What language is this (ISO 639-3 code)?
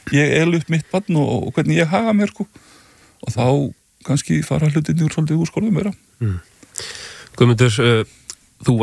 isl